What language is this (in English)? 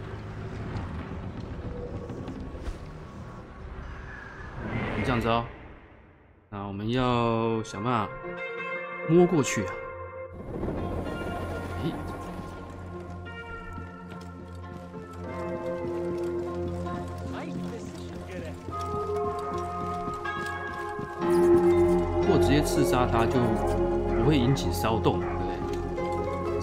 Chinese